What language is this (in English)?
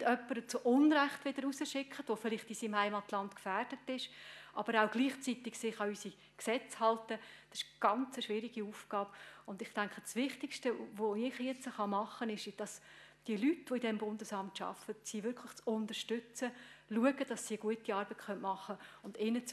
German